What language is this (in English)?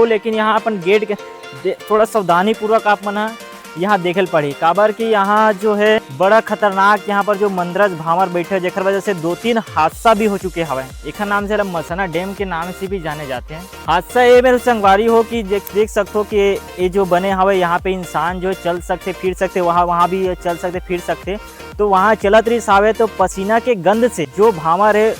Chhattisgarhi